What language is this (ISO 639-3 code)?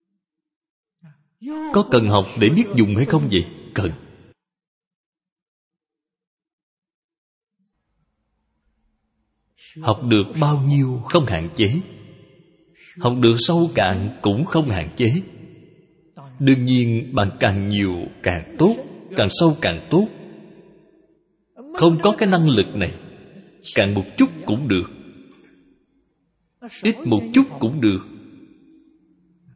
vie